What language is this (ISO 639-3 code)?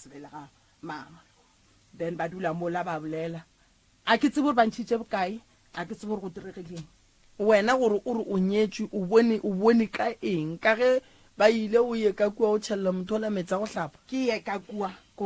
nso